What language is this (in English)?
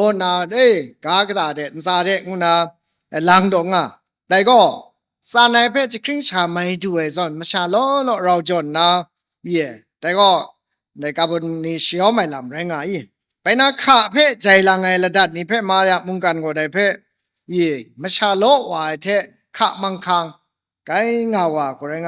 Kachin